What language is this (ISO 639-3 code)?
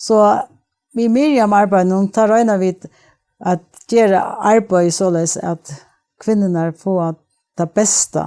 fao